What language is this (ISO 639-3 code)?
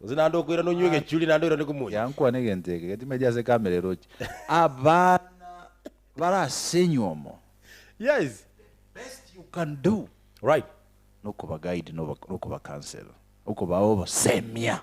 guz